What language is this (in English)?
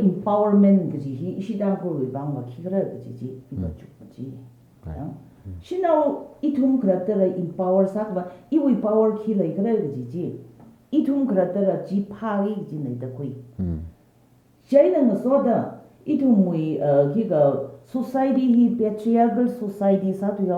Tangkhul Naga (India)